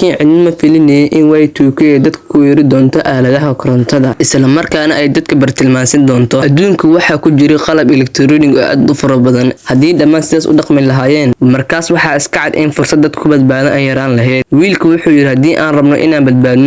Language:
Somali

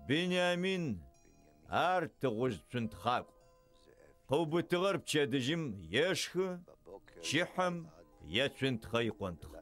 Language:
Adyghe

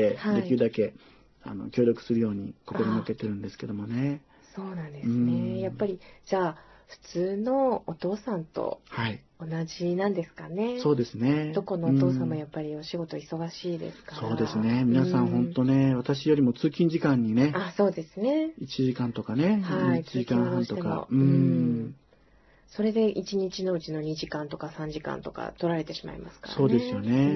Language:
Japanese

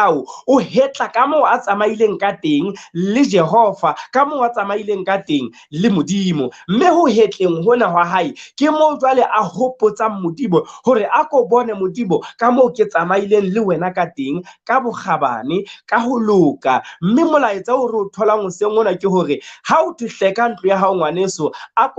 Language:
Southern Sotho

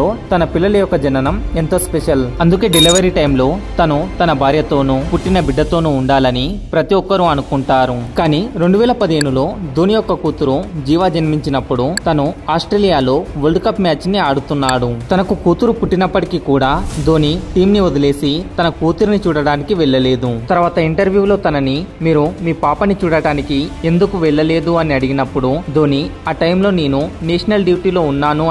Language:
Telugu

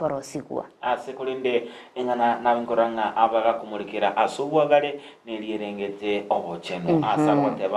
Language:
Gusii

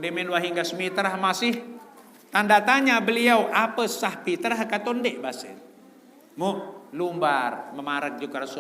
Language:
Sasak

